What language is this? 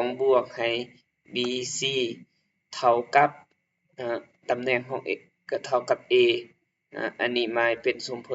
Lao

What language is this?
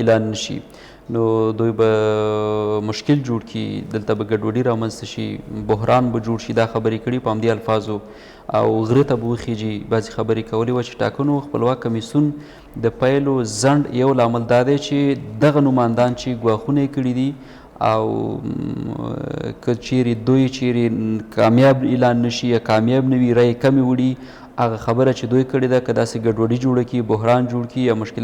Pashto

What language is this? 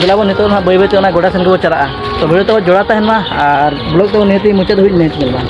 Santali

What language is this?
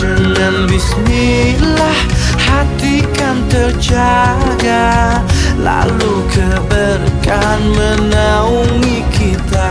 Betawi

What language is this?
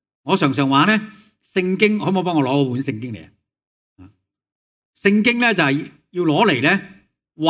Cantonese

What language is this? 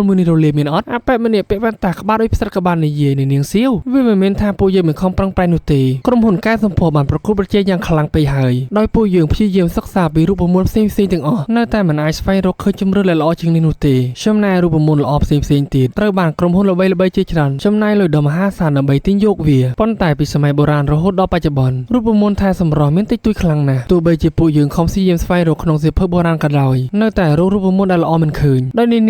Khmer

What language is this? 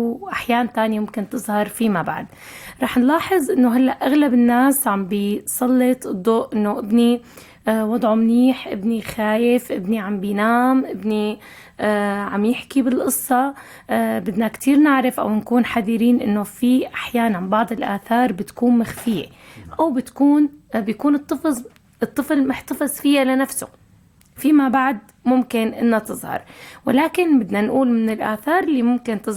North Levantine Arabic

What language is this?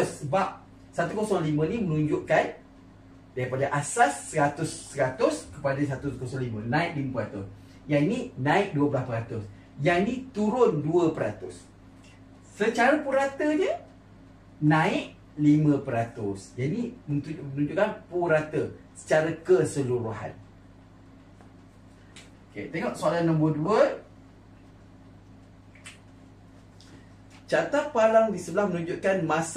Malay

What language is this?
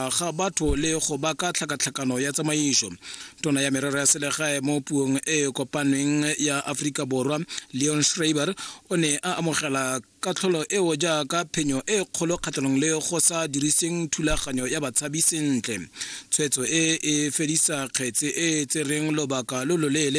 Tswana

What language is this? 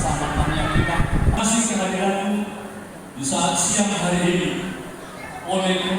Batak Toba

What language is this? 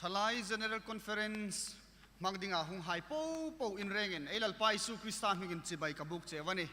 Hmar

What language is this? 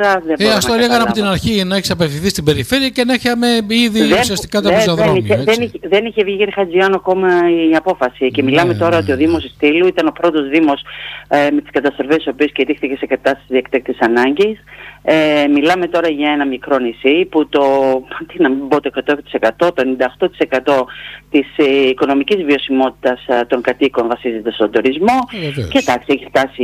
Greek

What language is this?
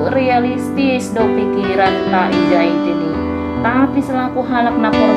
Batak Simalungun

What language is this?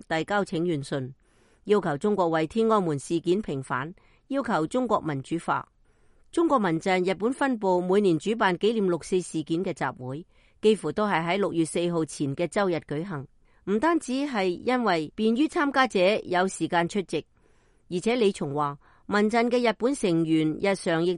Cantonese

